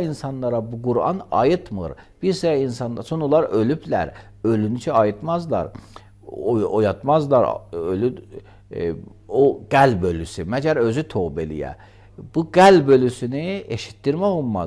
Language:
Azerbaijani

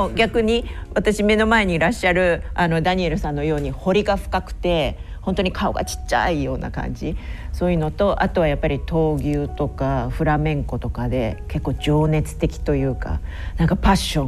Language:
Japanese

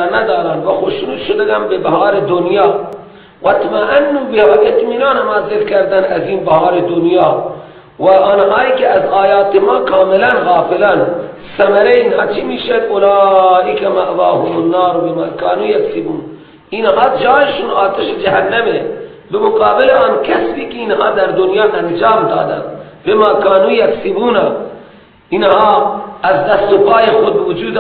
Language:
Persian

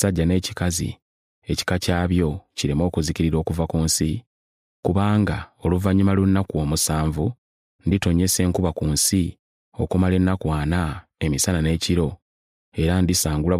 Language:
Ganda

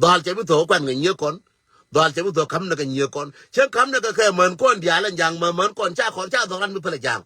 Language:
Nuer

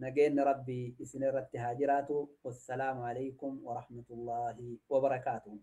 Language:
Oromo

